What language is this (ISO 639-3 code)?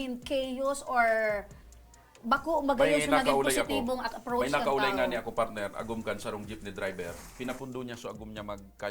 bik